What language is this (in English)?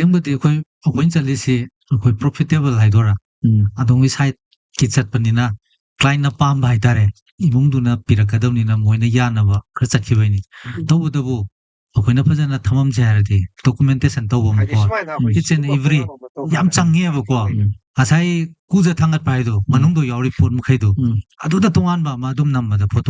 Manipuri